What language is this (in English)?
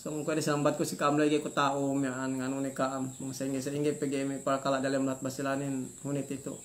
Yakan